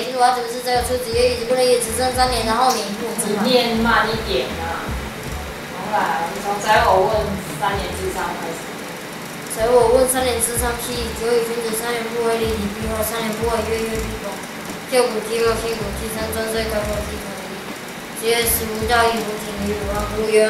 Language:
Literary Chinese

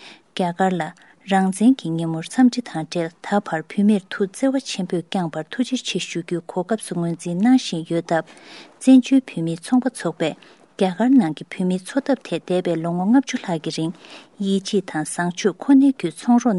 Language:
Tibetan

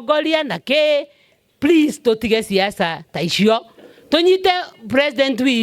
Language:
Kikuyu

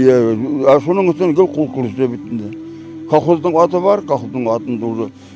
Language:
Bashkir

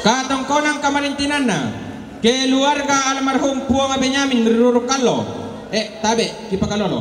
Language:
Toraja-Sa'dan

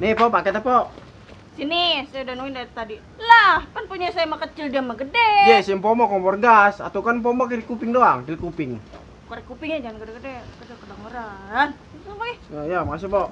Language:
Betawi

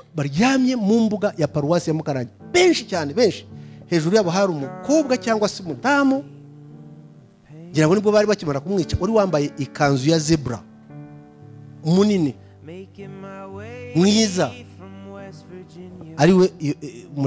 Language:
Kinyarwanda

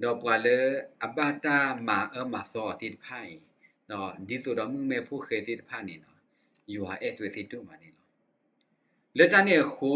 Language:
S'gaw Karen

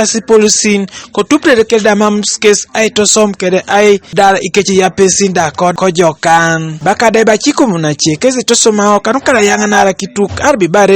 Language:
Teso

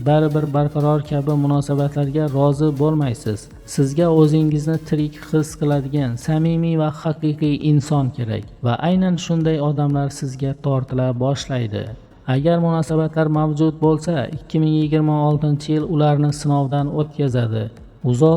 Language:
Uzbek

